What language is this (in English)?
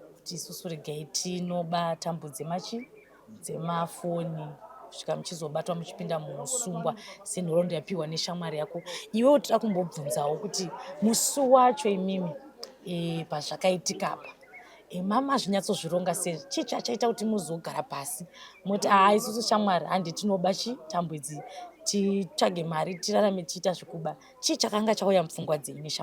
Shona